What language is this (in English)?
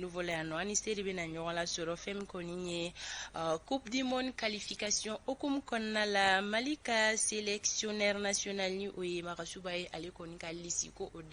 Bambara